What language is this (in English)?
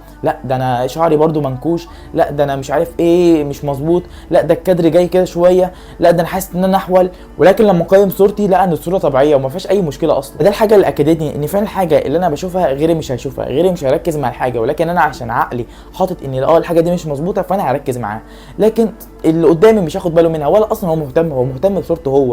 Egyptian Arabic